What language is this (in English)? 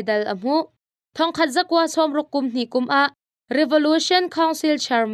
Hakha Chin